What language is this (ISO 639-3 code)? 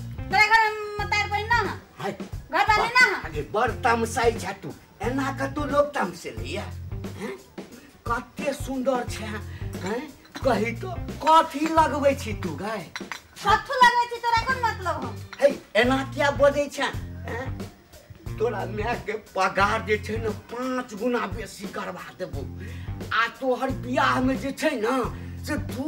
mai